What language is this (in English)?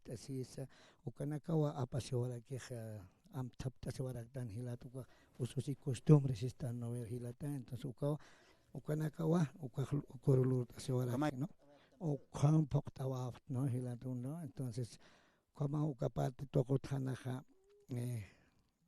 Aymara